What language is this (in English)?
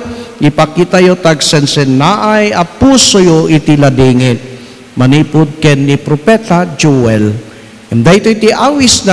Iloko